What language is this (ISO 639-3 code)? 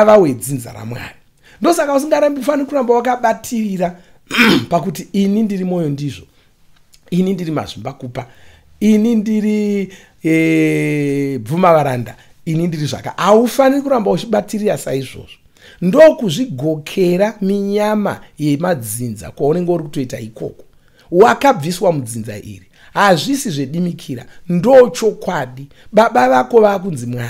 sna